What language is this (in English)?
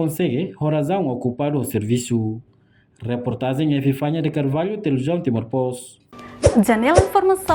Tetum